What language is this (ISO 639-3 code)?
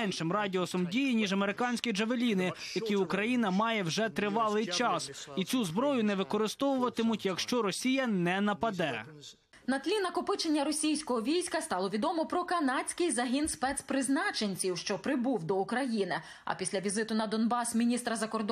ukr